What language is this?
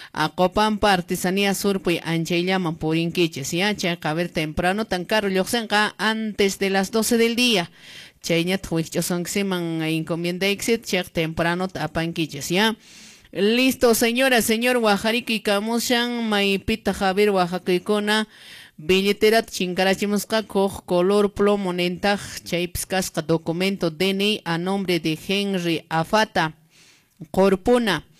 Quechua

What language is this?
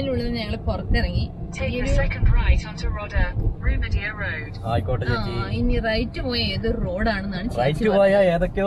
Malayalam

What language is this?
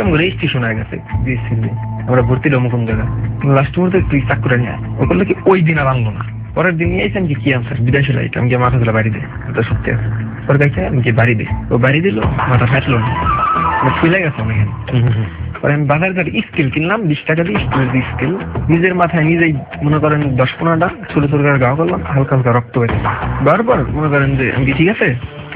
Bangla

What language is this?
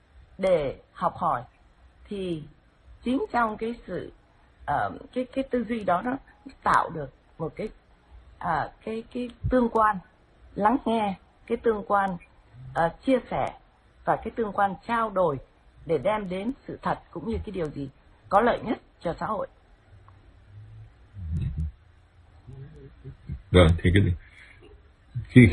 Vietnamese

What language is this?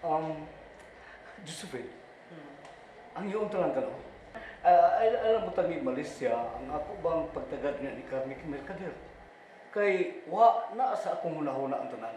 Cebuano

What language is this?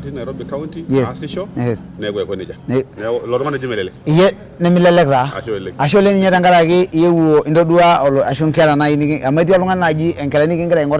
Masai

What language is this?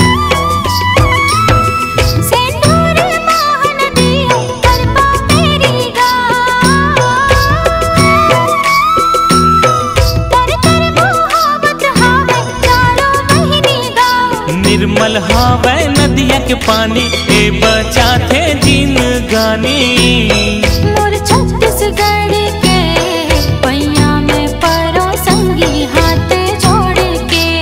Chhattisgarhi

